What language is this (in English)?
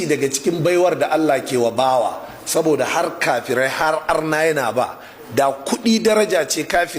Hausa